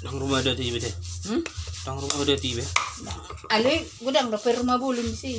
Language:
Batak Toba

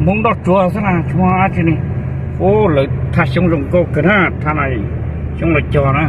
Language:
Hmong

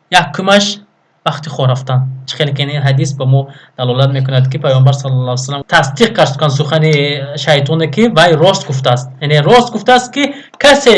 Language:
Tajik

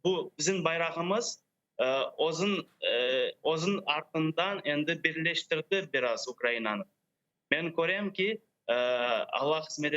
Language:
Crimean Tatar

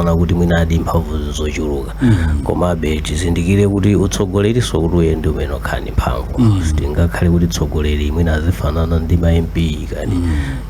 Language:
Nyanja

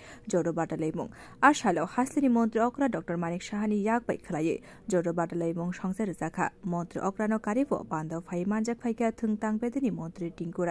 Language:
Kok Borok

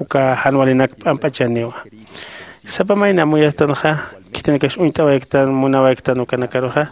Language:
Aymara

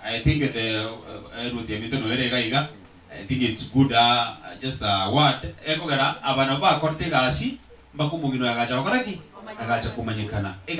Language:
Gusii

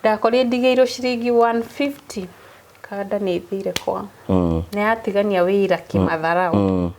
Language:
Kikuyu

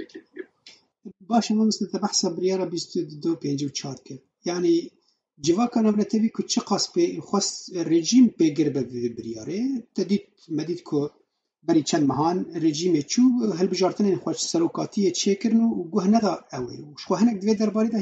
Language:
Kurdish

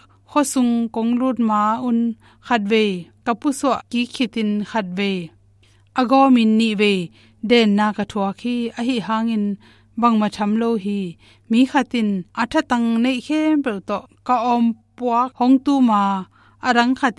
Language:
Tedim Chin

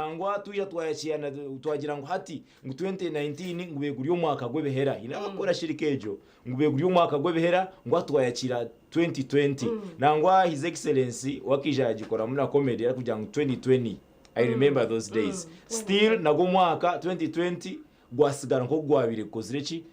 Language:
Nyankole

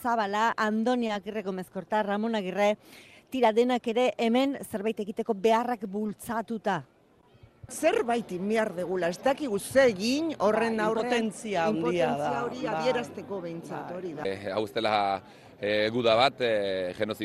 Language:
Basque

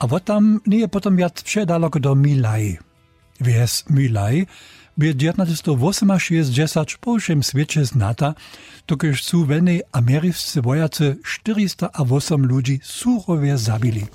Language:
Upper Sorbian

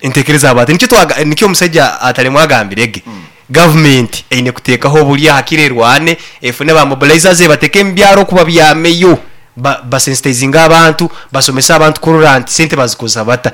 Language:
Nyankole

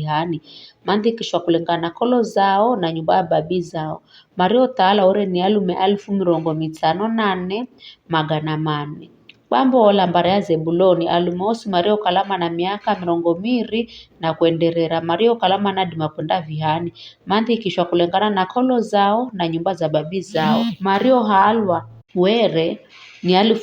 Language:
Giryama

